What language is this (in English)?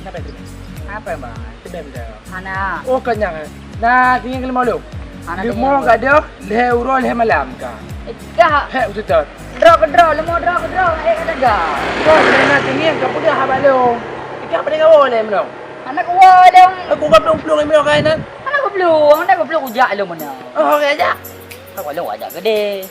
Achinese